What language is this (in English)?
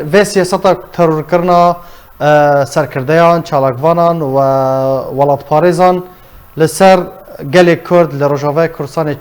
Kurdish